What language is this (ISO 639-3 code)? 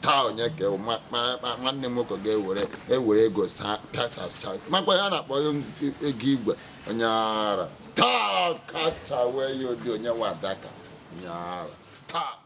ibo